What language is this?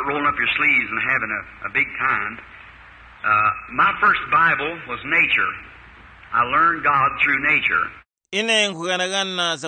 Tumbuka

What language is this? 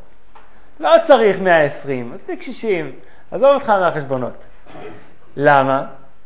Hebrew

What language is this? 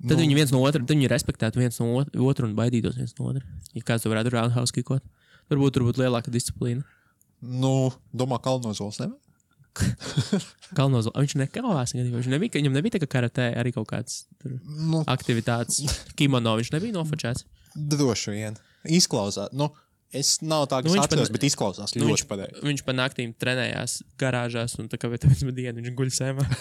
Latvian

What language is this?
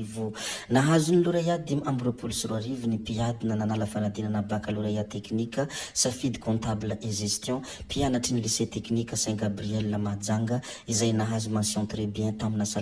Malagasy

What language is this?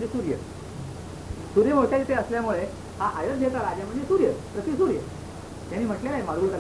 Marathi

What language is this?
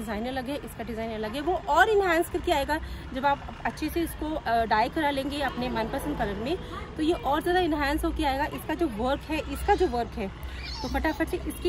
Hindi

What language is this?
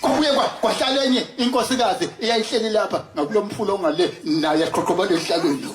Zulu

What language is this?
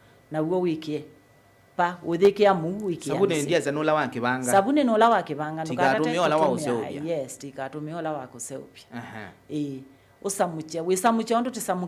Kamba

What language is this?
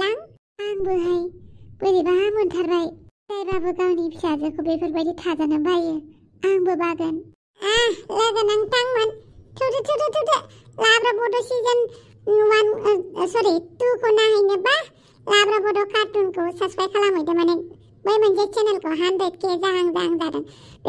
Bodo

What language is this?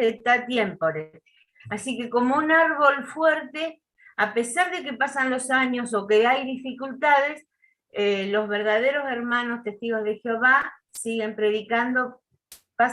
Guarani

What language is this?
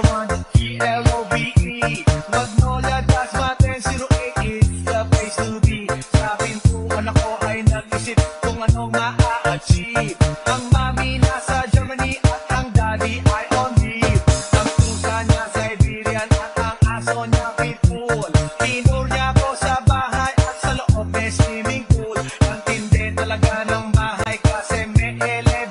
Filipino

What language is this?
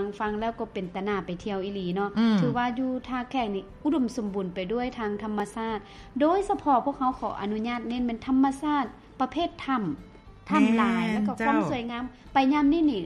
Lao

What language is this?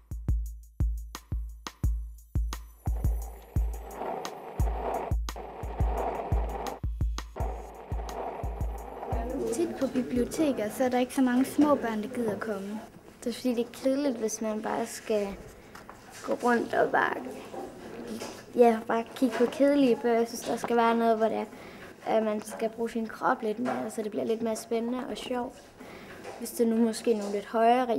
Danish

